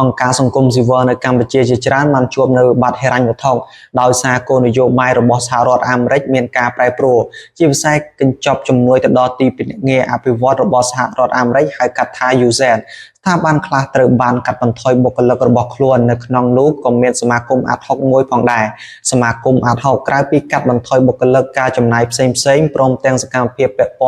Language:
Khmer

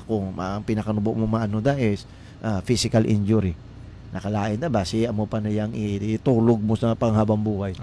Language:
Hiligaynon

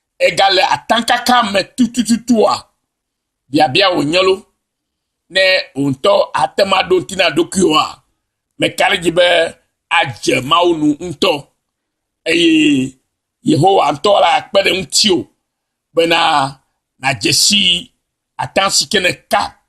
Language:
Ewe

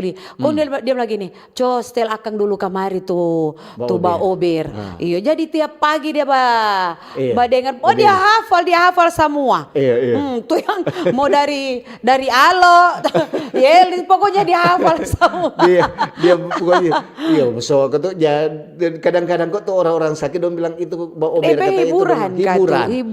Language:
Manado Malay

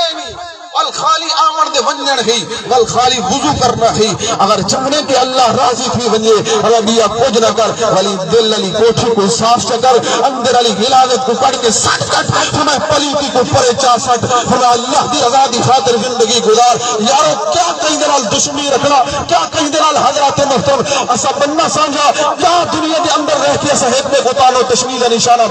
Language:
Saraiki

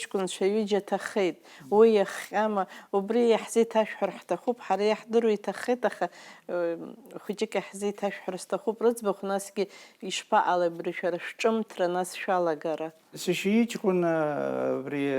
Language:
Abkhazian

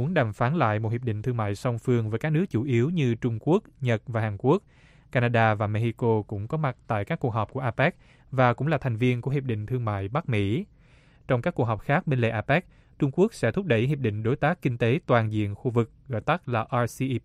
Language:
Vietnamese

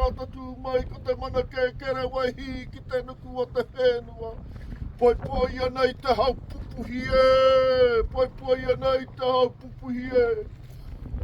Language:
Māori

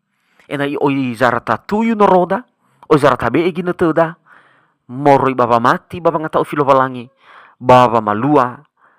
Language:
Nias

